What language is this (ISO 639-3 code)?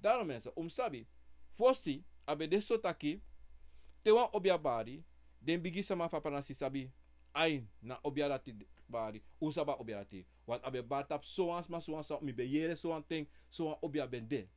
srn